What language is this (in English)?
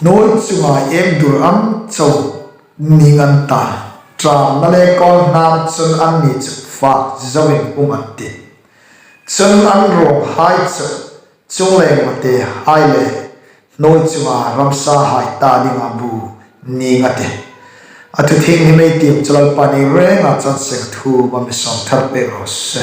Hmar